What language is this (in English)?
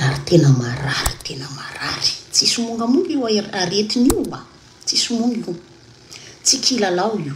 Malagasy